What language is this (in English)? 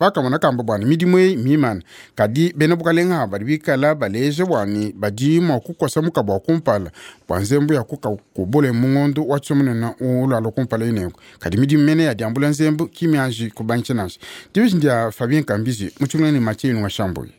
Luba-Lulua